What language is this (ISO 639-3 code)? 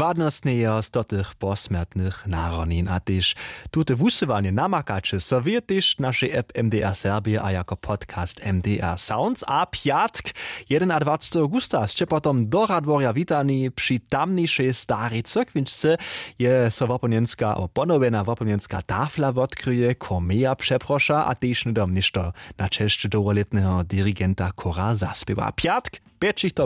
hsb